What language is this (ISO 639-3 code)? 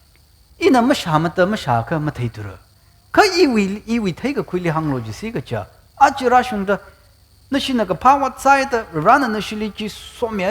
nmf